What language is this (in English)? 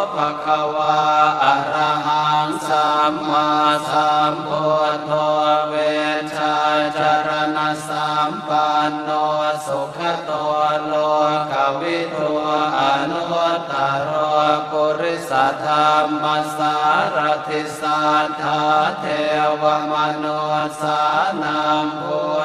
Pali